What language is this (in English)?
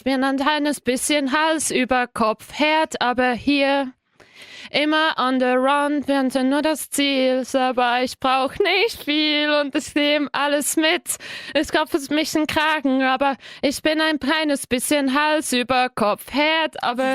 Swiss German